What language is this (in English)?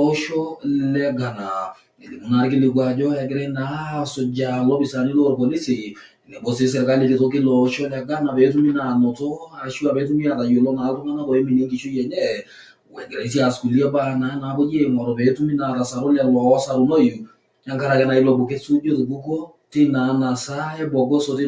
Masai